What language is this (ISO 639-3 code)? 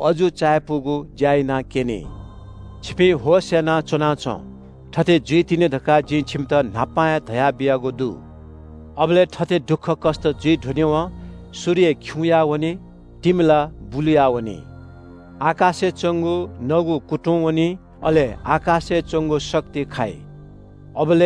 new